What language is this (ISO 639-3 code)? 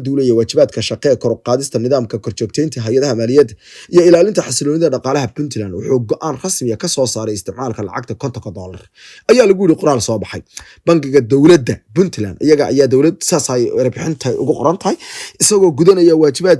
som